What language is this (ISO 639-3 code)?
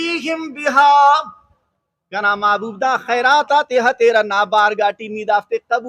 brh